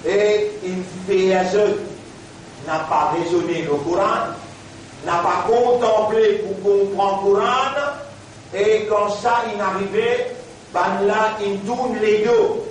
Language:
Morisyen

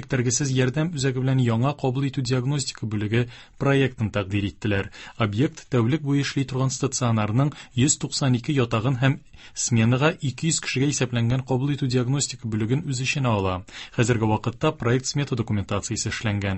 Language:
Tatar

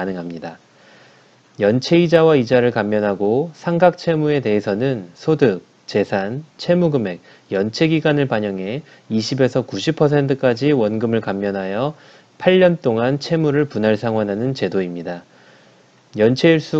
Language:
Korean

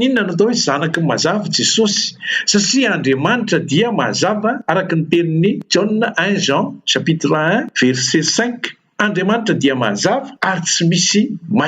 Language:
Malagasy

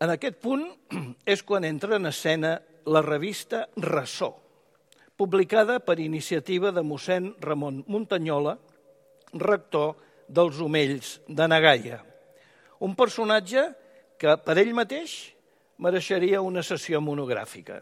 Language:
Catalan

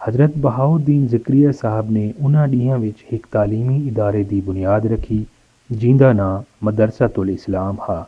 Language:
Saraiki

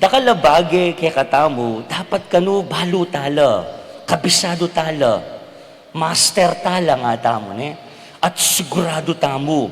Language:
Pampanga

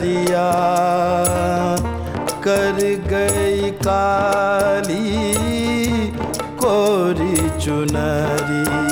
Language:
Hindi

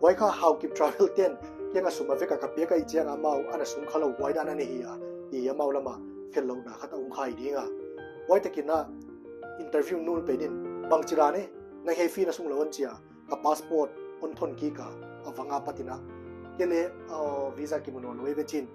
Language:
Paite Chin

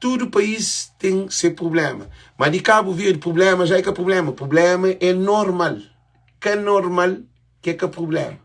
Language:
Kabuverdianu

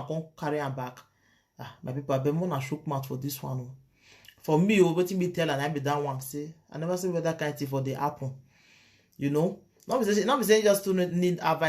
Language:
Nigerian Pidgin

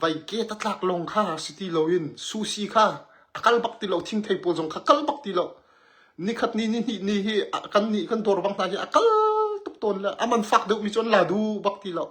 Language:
Hakha Chin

